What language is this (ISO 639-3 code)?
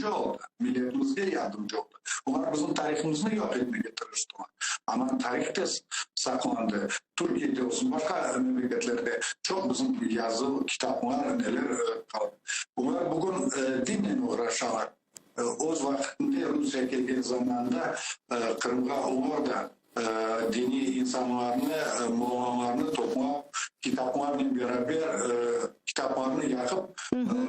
crh